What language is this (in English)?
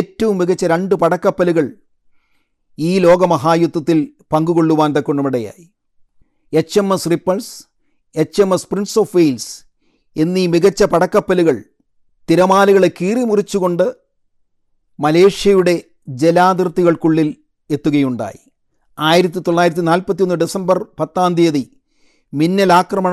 Malayalam